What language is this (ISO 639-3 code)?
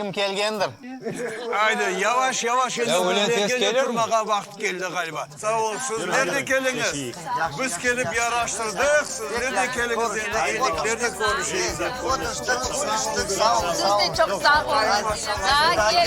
crh